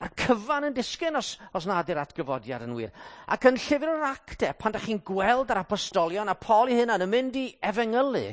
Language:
Welsh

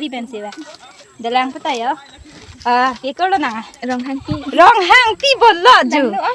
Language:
Karbi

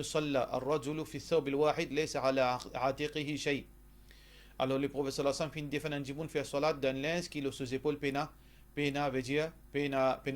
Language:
Morisyen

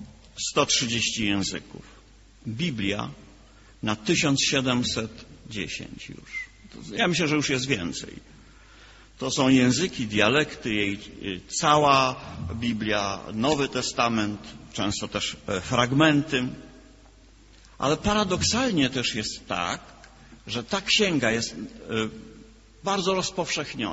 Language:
Polish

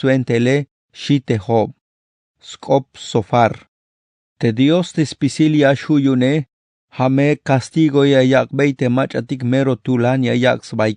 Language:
Tzeltal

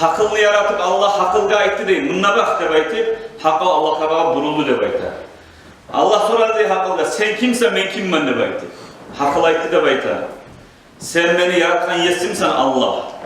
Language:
Kumyk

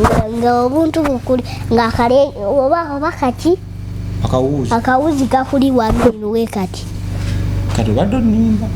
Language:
Ganda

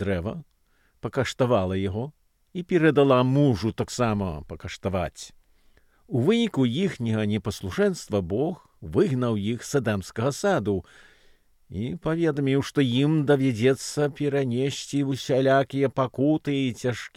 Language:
Belarusian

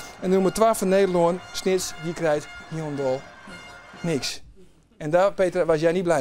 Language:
Western Frisian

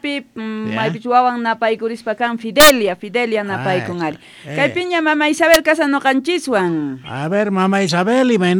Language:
South Bolivian Quechua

